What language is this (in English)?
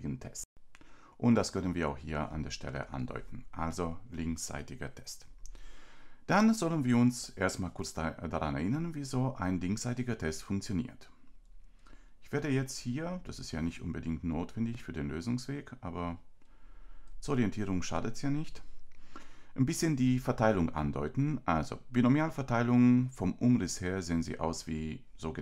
German